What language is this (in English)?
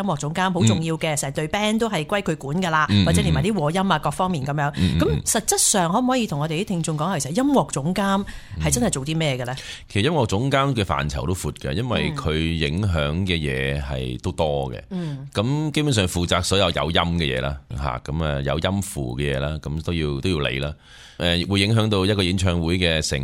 Cantonese